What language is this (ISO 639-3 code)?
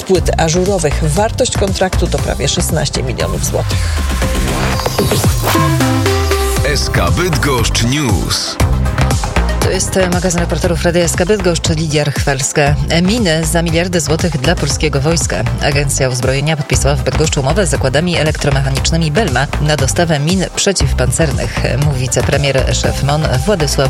pol